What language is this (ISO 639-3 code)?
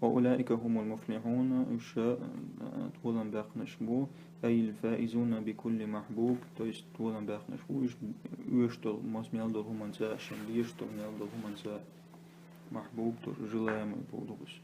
che